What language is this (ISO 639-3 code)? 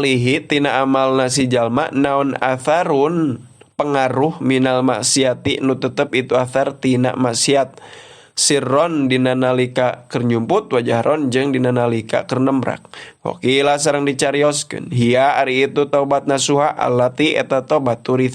sun